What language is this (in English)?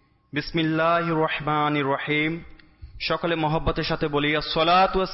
Bangla